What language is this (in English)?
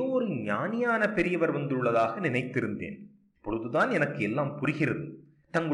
Tamil